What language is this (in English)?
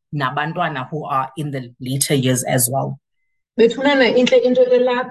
Xhosa